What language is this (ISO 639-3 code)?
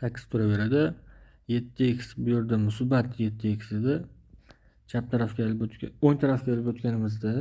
uzb